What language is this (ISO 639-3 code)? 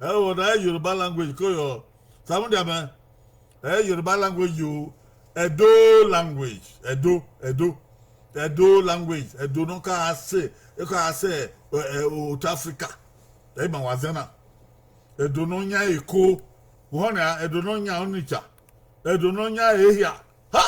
bin